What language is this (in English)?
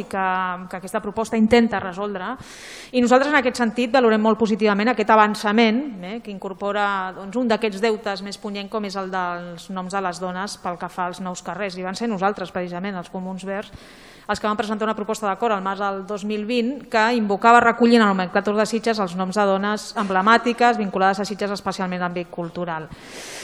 Catalan